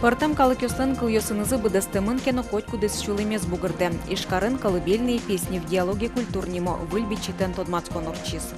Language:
Udmurt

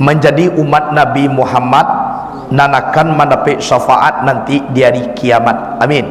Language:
Minangkabau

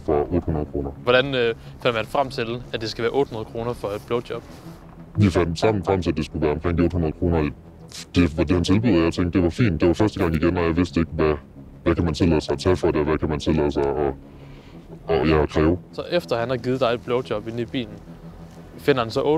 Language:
Danish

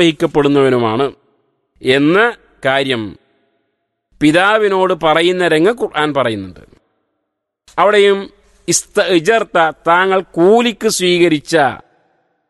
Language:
Malayalam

